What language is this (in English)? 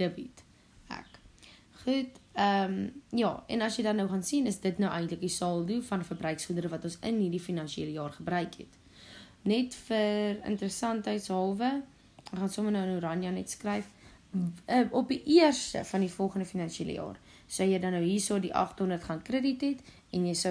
Afrikaans